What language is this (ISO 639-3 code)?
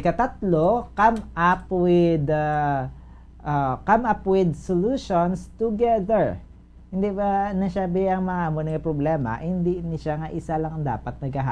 hil